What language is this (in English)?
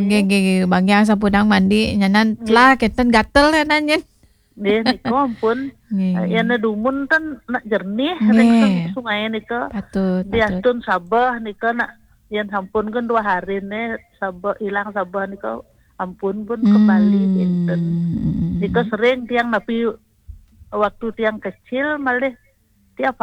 Balinese